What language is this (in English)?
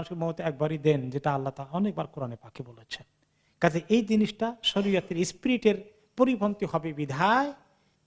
Bangla